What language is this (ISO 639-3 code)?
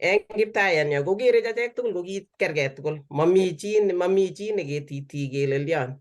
kln